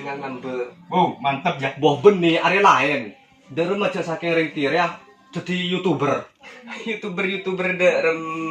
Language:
Madurese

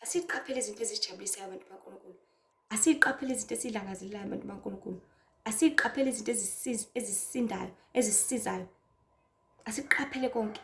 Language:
Zulu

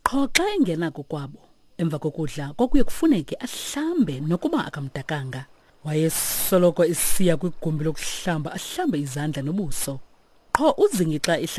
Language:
Xhosa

